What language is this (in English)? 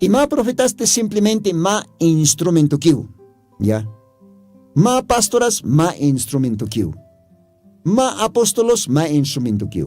Aymara